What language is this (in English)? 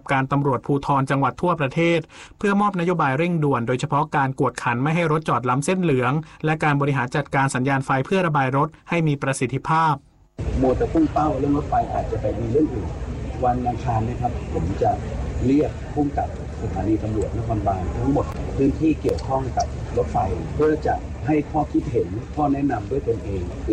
Thai